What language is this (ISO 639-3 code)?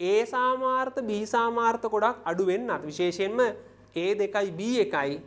sin